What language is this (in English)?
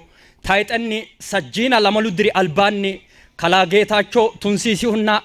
Sidamo